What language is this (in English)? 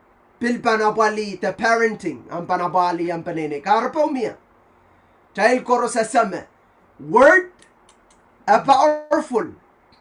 Pohnpeian